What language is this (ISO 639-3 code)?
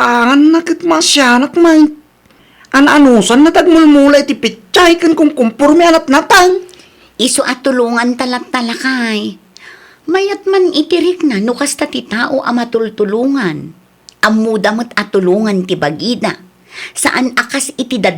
ilo